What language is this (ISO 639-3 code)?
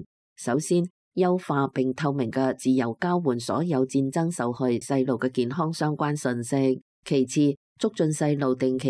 yue